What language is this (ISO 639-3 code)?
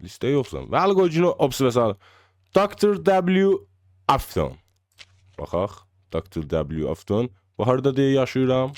azb